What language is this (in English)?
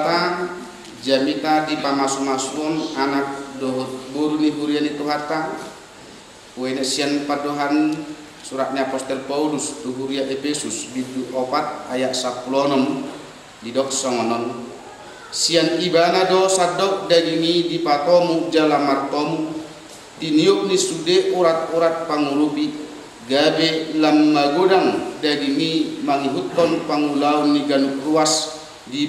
Batak Toba